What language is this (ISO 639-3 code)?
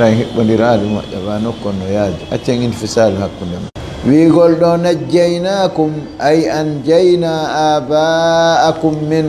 ful